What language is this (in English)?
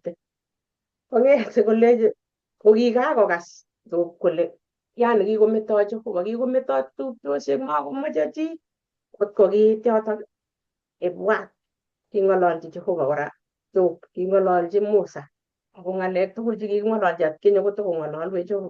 Kalenjin